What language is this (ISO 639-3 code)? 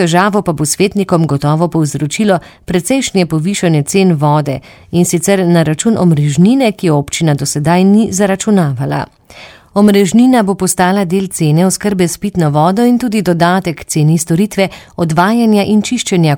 slv